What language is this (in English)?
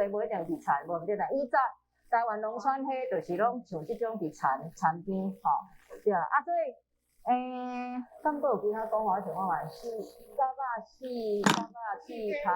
Min Nan Chinese